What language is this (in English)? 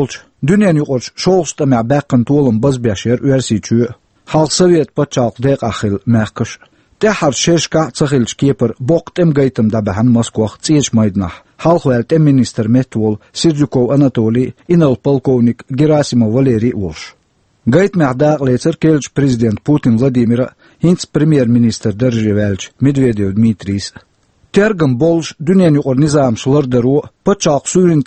Chechen